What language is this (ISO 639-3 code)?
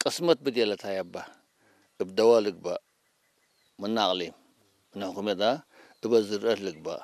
tig